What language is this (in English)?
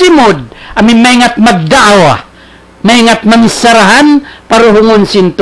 Tausug